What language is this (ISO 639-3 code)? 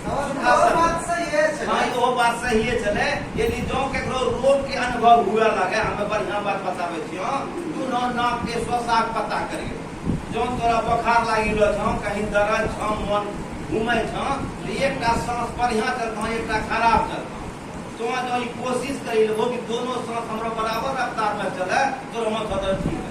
anp